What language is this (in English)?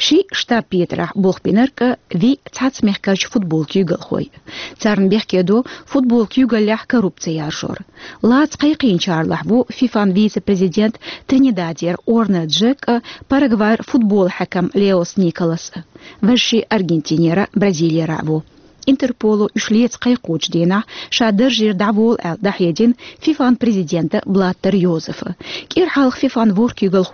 Chechen